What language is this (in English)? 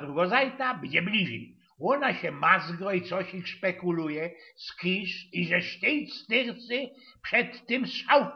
Silesian